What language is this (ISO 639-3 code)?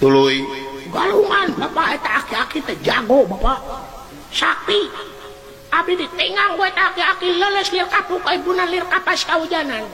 sun